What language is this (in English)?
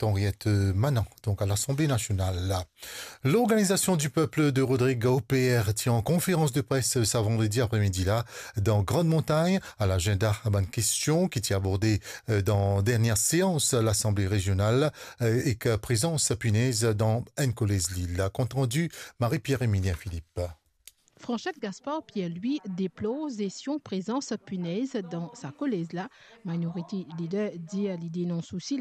Morisyen